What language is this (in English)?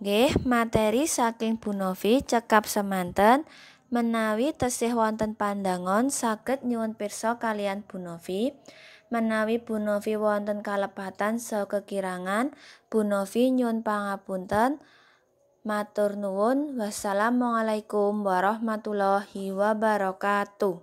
Javanese